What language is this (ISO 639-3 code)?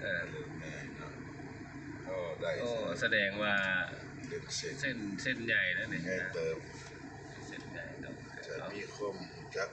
lao